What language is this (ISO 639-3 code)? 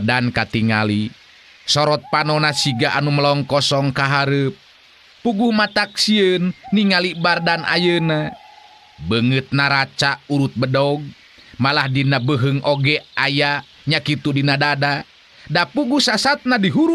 sun